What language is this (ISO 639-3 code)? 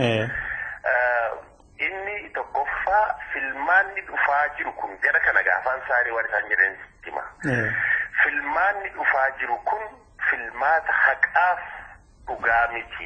orm